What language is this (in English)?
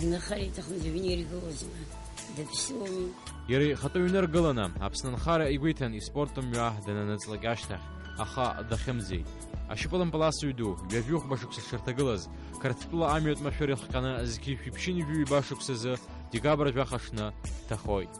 Abkhazian